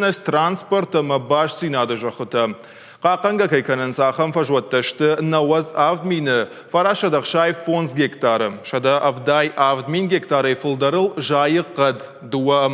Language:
Ossetic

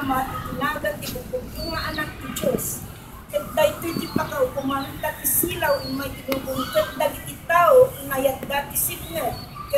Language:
Iloko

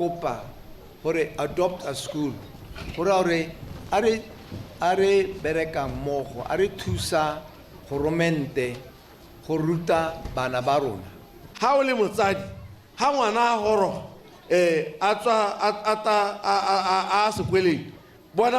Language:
Tswana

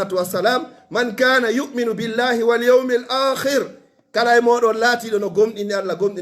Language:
Pular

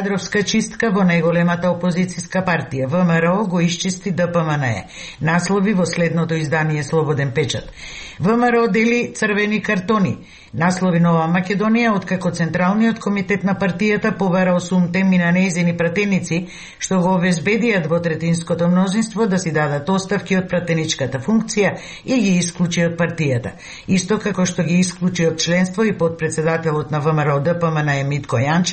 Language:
Macedonian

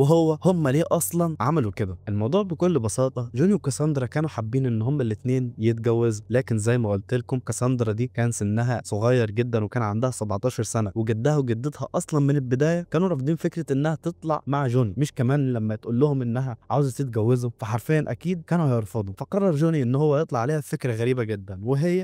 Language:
Egyptian Arabic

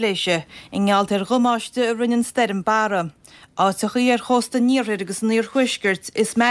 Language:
Irish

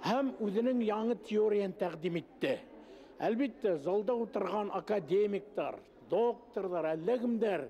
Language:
Bashkir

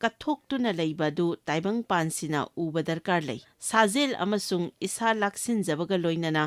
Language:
Manipuri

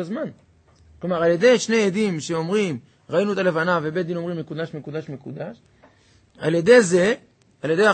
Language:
Hebrew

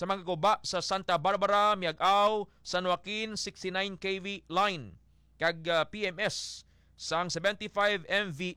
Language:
Hiligaynon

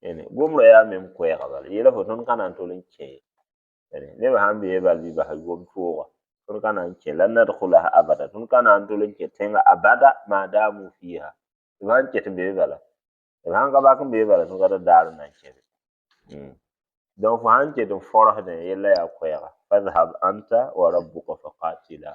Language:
Mossi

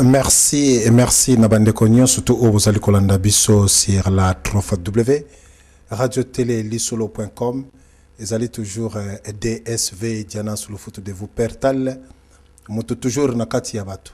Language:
Lingala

